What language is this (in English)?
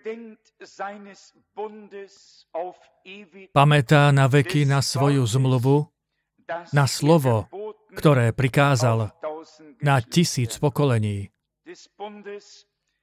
Slovak